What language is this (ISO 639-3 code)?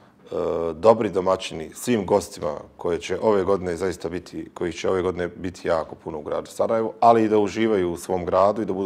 bos